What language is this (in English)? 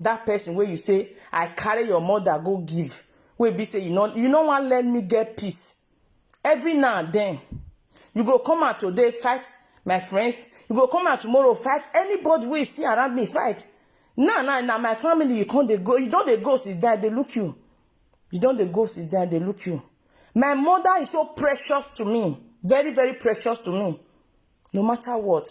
Nigerian Pidgin